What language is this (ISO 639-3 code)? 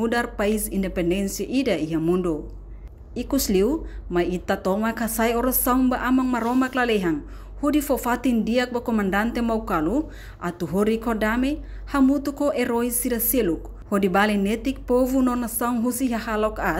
tet